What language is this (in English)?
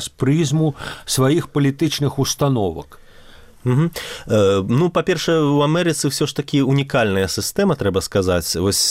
Belarusian